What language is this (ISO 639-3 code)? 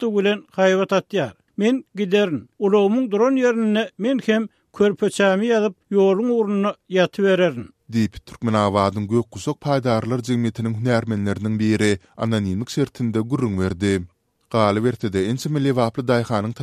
tuk